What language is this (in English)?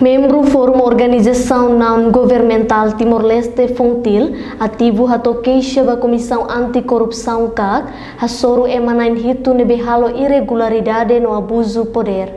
Tetum